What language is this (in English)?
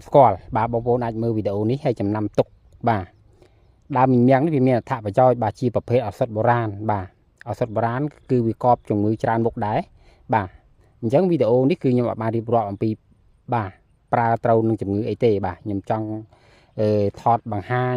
Khmer